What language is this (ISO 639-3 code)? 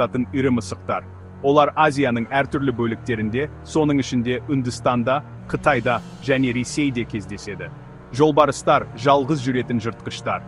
kaz